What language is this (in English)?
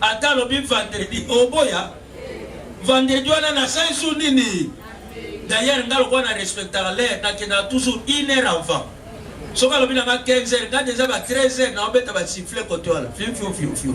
Lingala